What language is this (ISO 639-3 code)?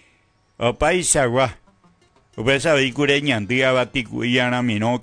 grn